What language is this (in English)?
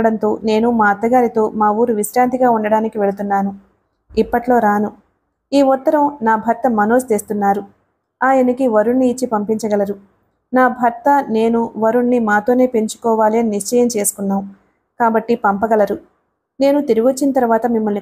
Telugu